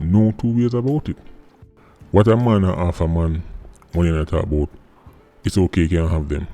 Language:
Jamaican Creole English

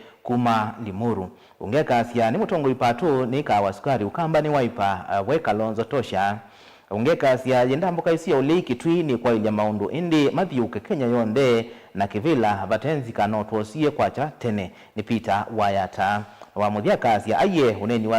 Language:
Kamba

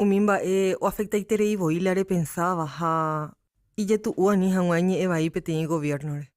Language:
Guarani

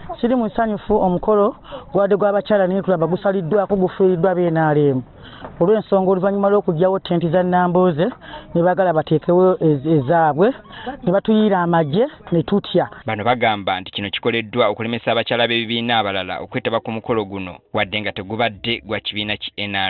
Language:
Ganda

